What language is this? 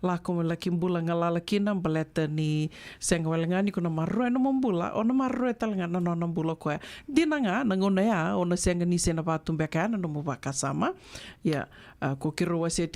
Fijian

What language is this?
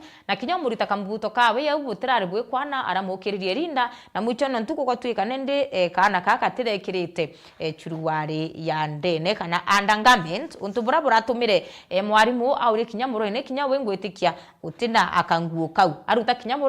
Meru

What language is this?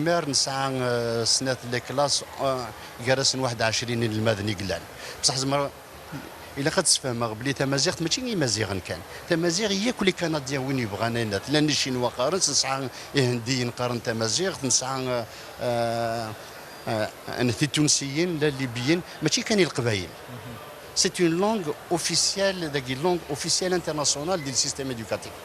Kabyle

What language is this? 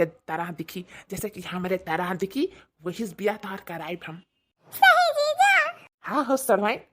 Awadhi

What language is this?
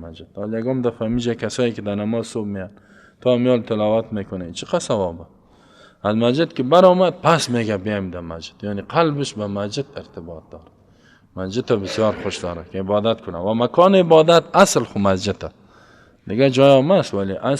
Persian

